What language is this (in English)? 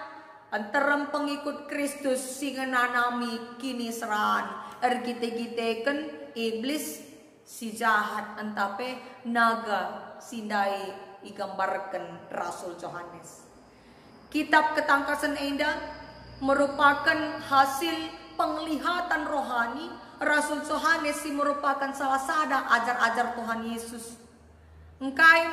Batak Karo